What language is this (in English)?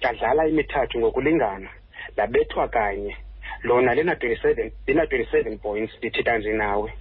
Xhosa